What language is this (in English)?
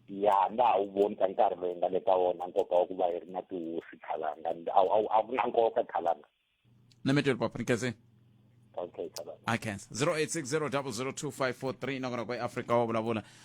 Tsonga